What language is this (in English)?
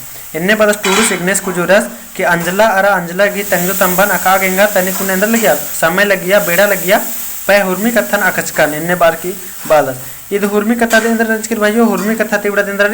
Kurukh